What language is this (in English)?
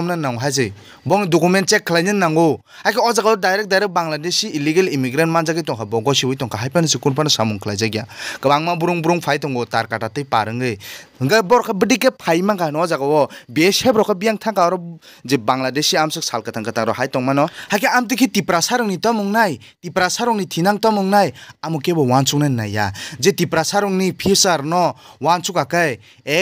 Kok Borok